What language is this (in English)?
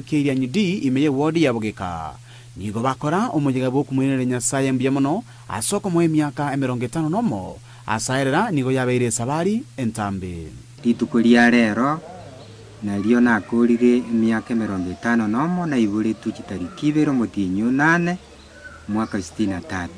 Gusii